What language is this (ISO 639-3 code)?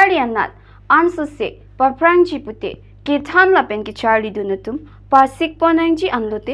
mjw